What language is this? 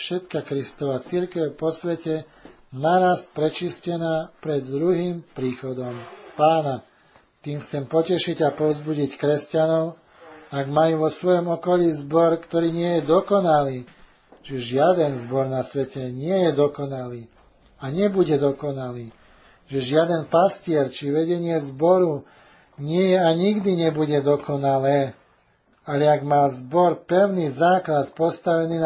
Slovak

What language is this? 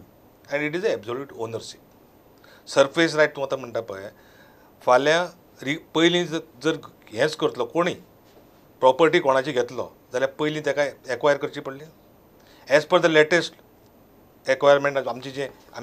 Konkani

